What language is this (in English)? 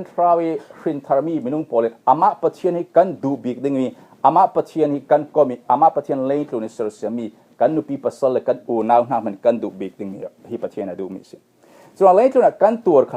Falam Chin